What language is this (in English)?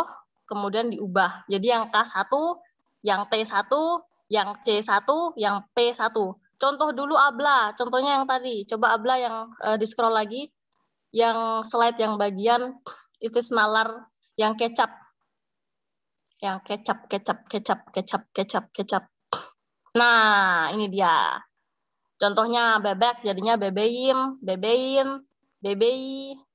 Indonesian